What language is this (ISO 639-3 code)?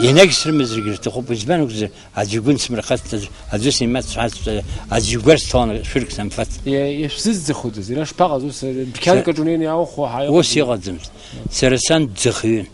abk